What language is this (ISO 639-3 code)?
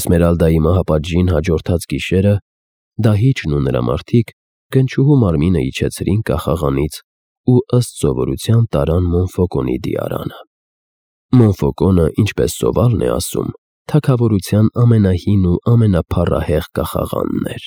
hye